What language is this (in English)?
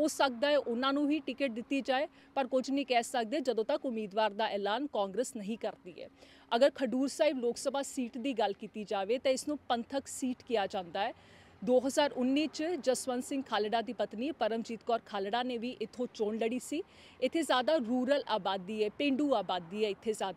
Punjabi